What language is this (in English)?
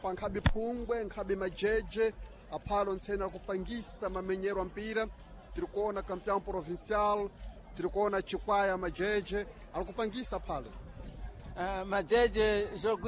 Sena